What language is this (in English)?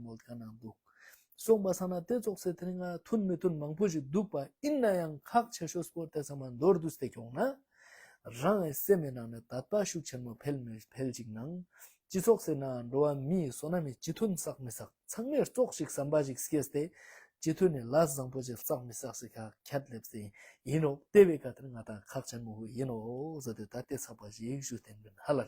Ladakhi